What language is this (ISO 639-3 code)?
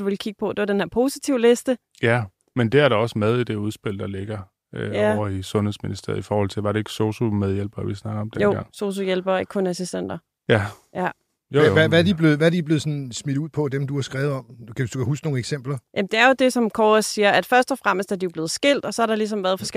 dan